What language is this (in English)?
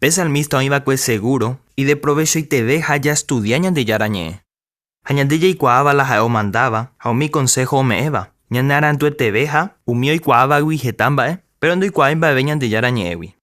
Guarani